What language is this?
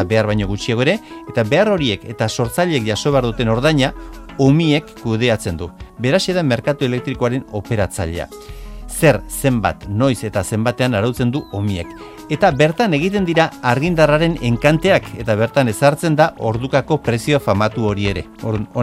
Basque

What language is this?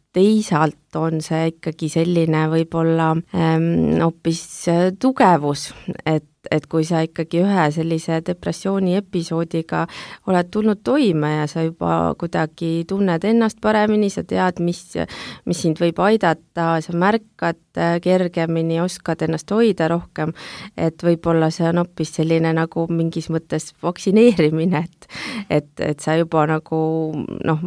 Estonian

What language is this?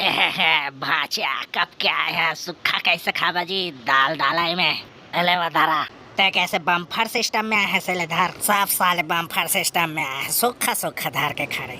Chhattisgarhi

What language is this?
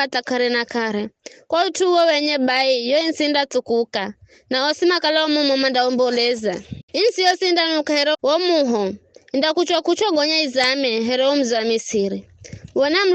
Giryama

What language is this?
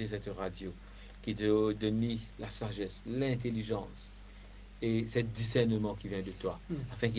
Morisyen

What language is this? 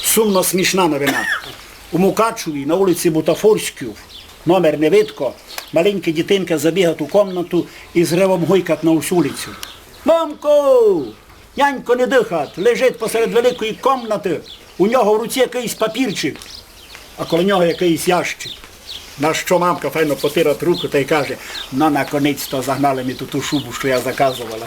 Rusyn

